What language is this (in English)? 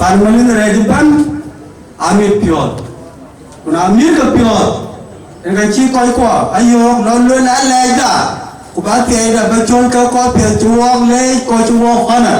Dinka